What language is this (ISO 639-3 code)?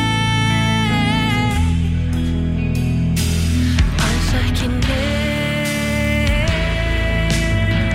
isl